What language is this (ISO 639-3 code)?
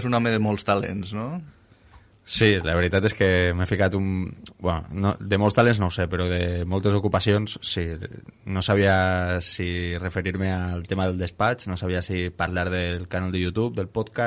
cat